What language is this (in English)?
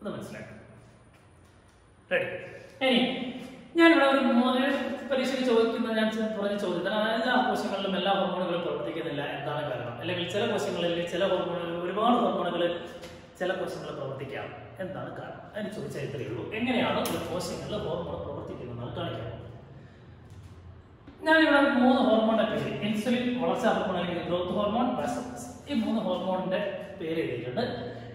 Malayalam